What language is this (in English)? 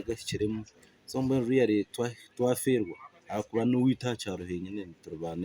Nyankole